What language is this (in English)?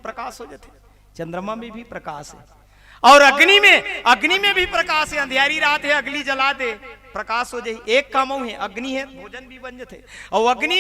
Chhattisgarhi